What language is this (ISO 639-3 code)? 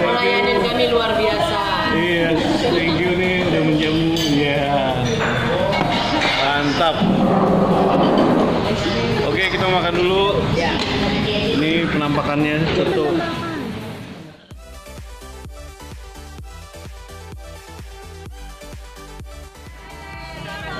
ind